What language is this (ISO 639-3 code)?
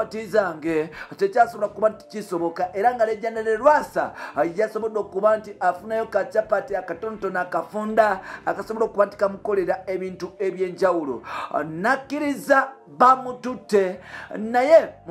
lug